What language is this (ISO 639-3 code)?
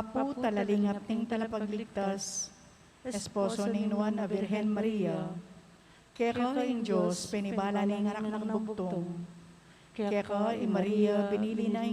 pam